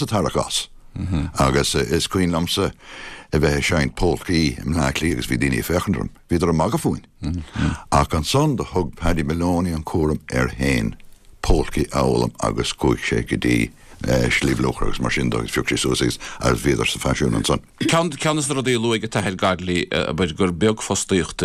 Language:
Irish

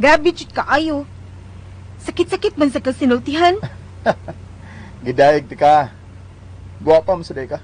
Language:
Cebuano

